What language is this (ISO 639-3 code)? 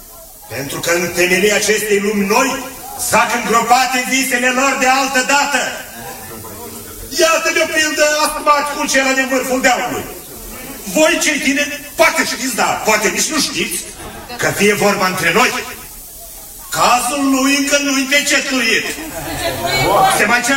ron